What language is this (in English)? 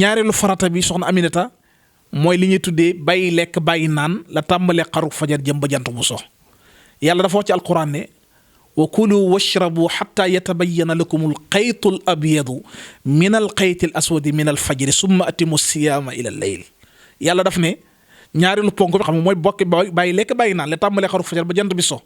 Wolof